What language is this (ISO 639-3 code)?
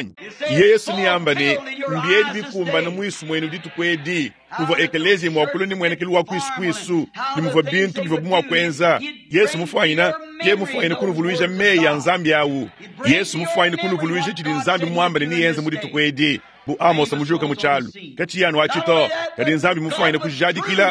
lua